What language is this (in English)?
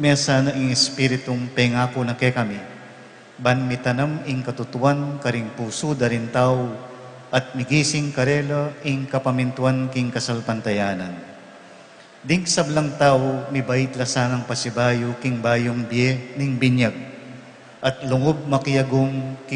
Pampanga